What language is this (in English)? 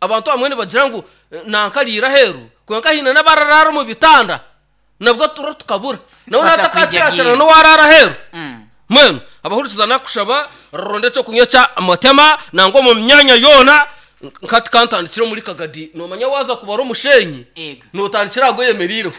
Nyankole